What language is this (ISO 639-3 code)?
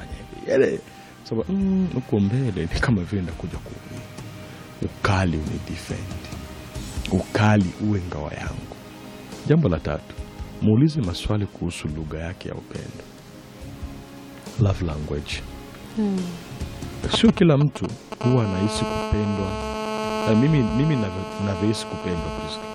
swa